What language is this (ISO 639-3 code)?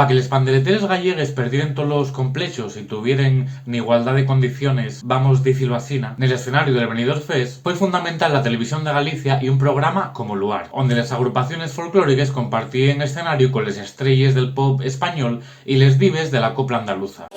ast